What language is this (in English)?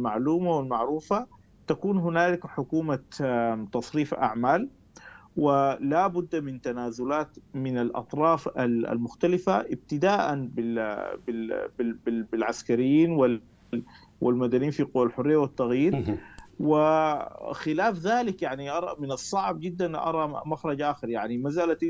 Sudanese Arabic